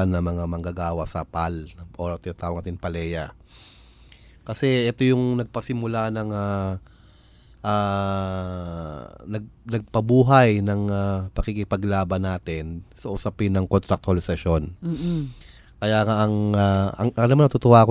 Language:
Filipino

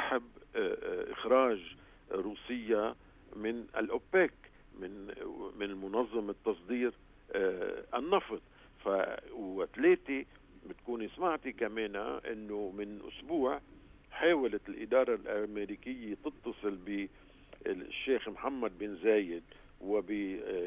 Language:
North Levantine Arabic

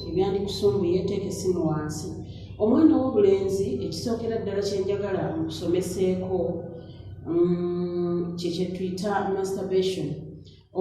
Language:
Ganda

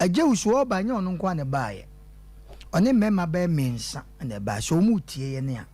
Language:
Akan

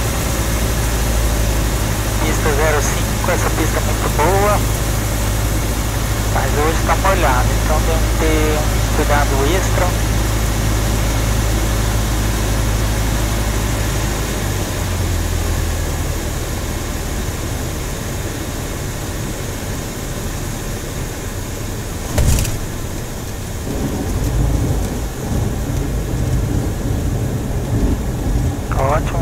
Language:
Portuguese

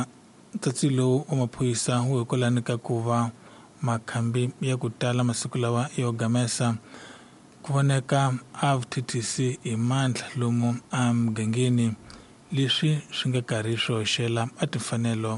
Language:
Tsonga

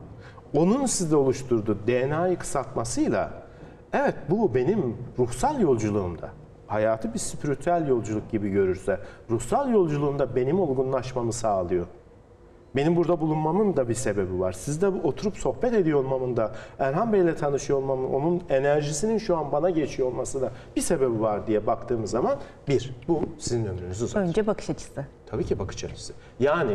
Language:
Turkish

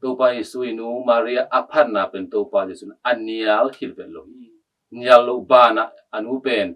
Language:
Tedim Chin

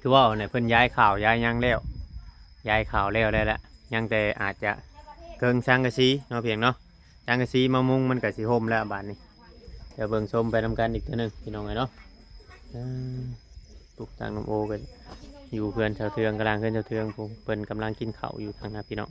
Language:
Northeastern Thai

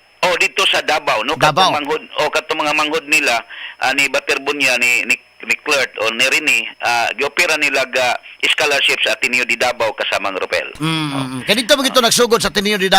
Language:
Cebuano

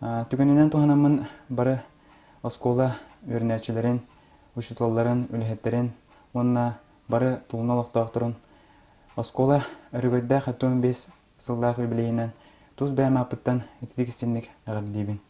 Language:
Yakut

